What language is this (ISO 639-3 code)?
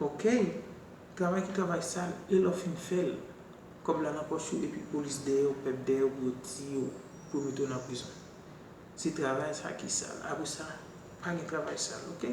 hat